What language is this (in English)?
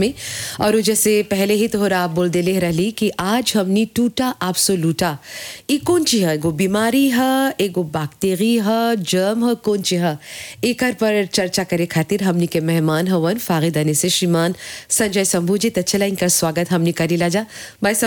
Bhojpuri